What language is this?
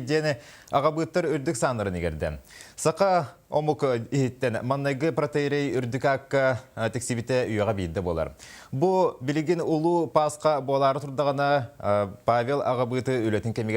Yakut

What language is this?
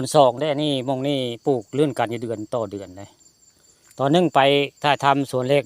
Northeastern Thai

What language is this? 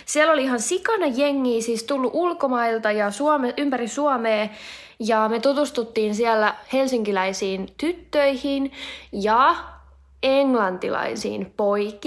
Finnish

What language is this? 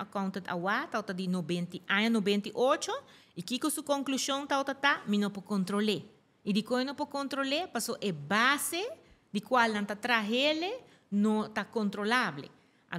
Papiamento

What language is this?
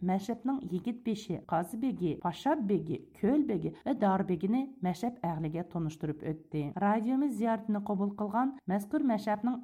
Uyghur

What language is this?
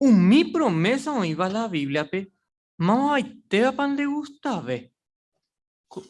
Guarani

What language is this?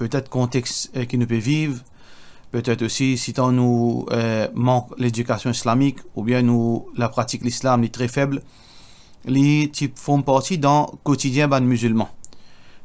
Morisyen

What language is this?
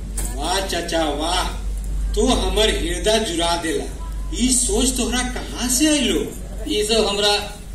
Magahi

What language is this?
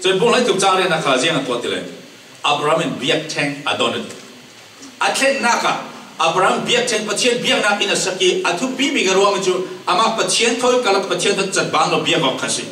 Falam Chin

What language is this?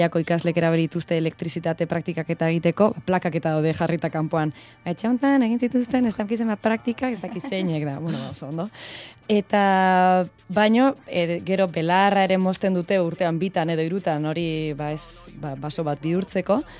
Basque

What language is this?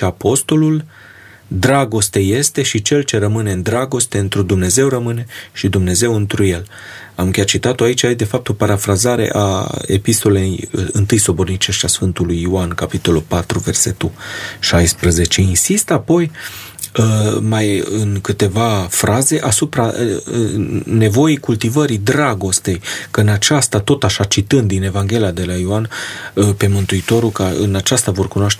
Romanian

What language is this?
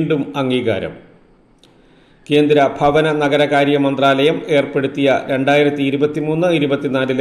Malayalam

